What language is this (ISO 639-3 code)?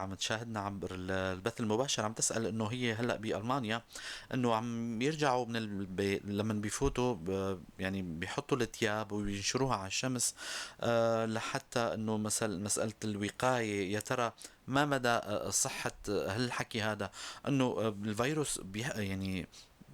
apc